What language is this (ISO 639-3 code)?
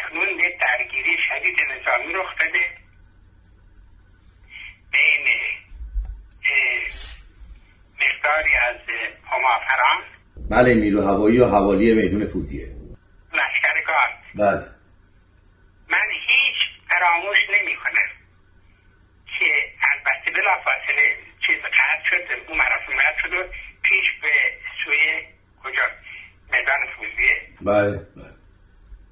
fas